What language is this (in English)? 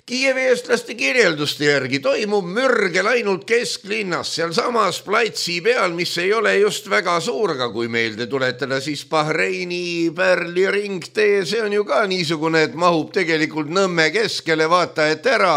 Estonian